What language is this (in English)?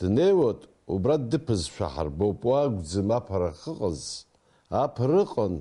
Abkhazian